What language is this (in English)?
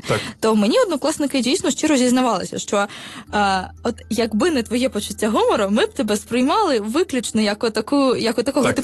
Ukrainian